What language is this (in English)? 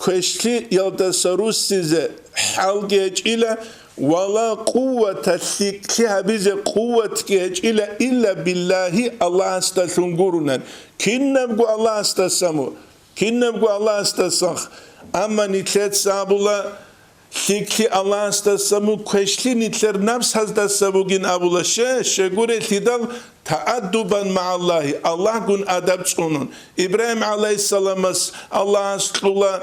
Avaric